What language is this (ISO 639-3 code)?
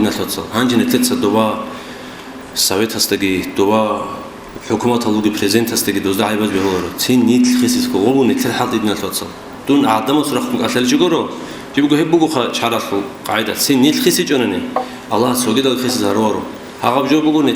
ava